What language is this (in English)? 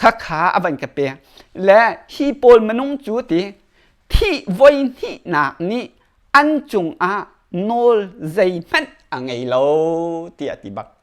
Hakha Chin